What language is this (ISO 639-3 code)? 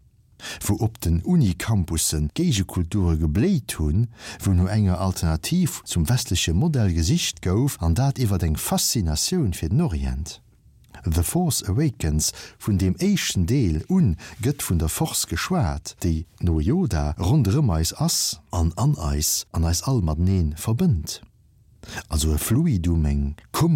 ltz